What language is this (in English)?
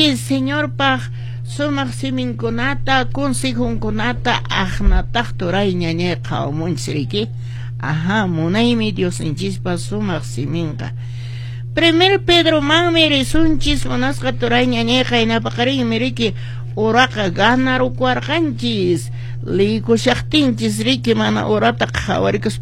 Quechua